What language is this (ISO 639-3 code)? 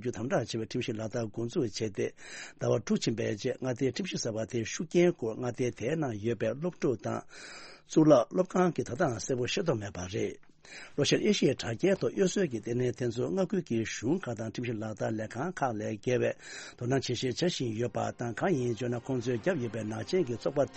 bod